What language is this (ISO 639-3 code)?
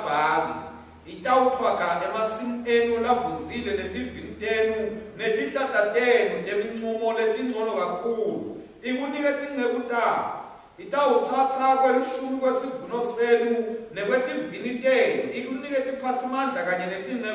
ssw